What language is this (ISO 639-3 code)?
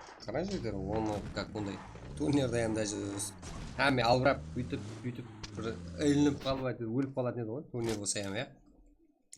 kaa